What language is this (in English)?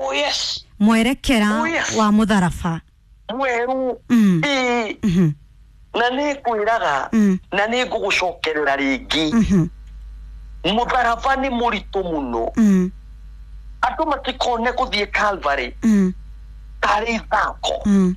Kikuyu